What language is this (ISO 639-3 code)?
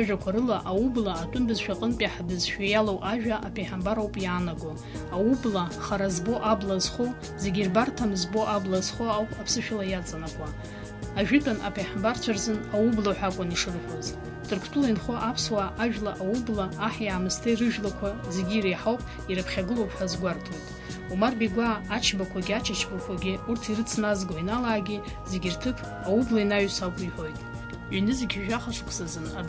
abk